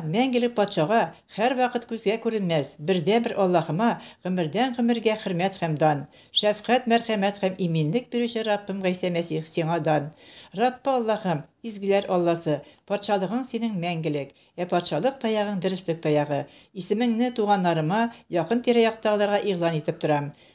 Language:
Tatar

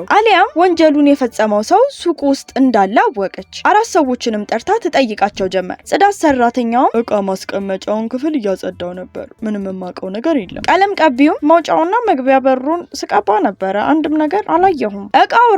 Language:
Amharic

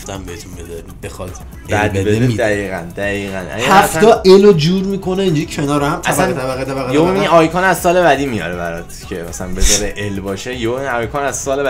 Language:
Persian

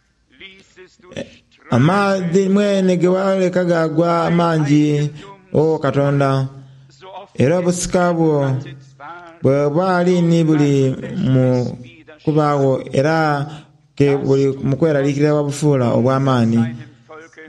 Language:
Soga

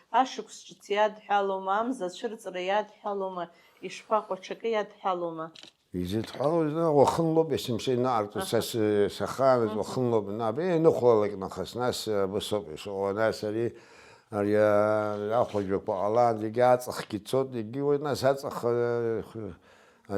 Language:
Abkhazian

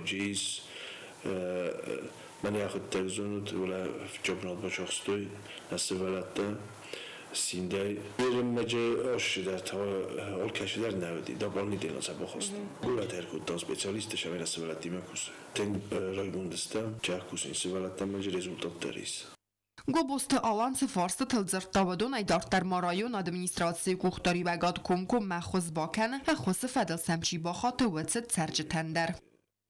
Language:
Ossetic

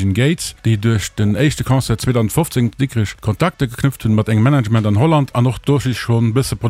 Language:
Luxembourgish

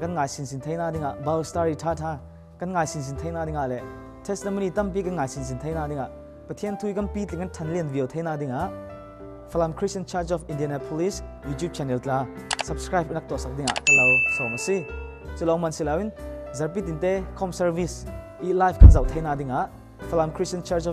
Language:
Falam Chin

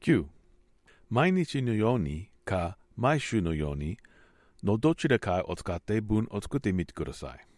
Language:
Japanese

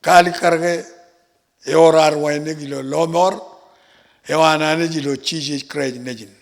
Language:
Marshallese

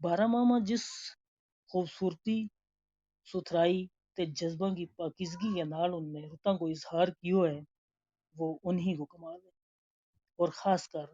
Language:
Gujari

